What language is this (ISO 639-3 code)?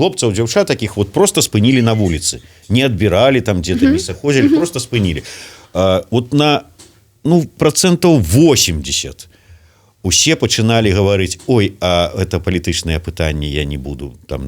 bel